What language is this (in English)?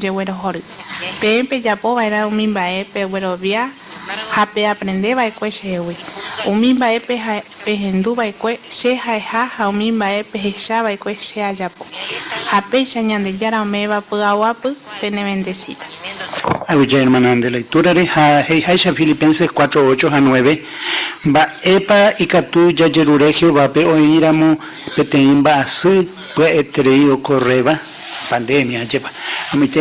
Guarani